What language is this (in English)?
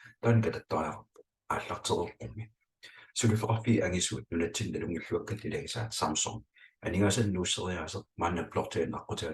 Kalaallisut